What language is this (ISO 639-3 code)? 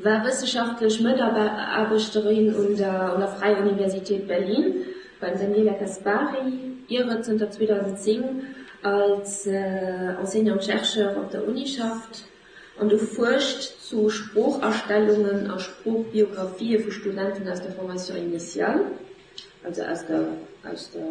ltz